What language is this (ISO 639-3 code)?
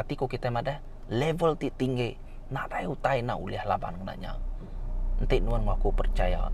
iba